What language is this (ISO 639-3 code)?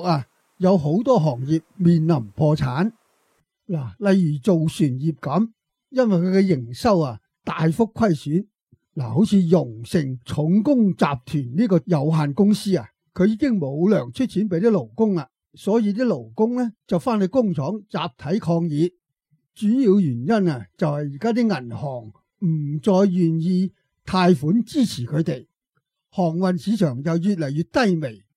yue